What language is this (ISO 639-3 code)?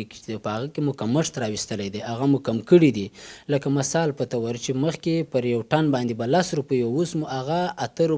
pus